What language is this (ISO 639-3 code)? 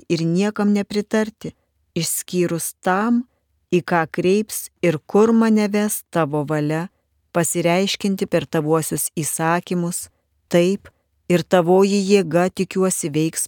lit